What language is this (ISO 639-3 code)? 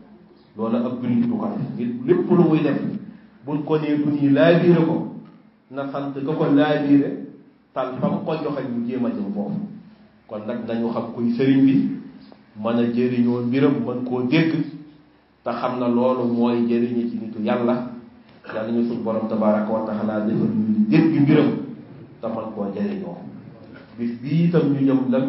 wol